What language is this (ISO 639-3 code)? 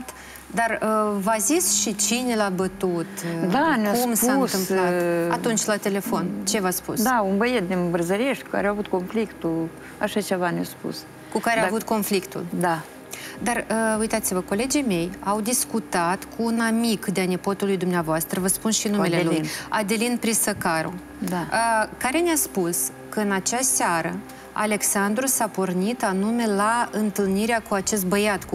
ron